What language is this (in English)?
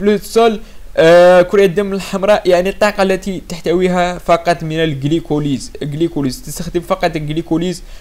Arabic